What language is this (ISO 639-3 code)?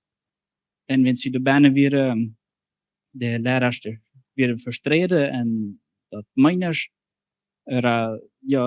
pdt